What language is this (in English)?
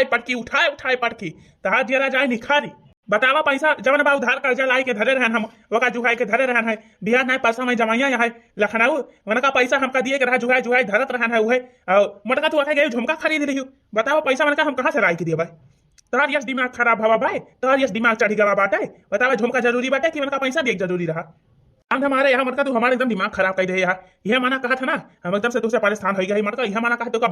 Awadhi